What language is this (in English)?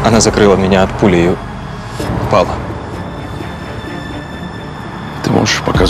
Russian